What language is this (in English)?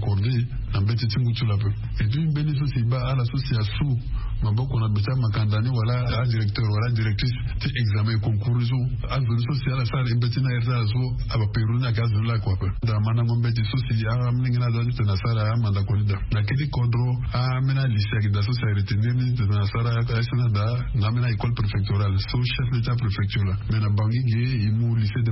Sango